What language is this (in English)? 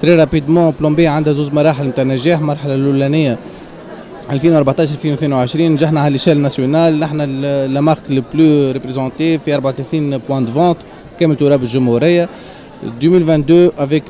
Tunisian Arabic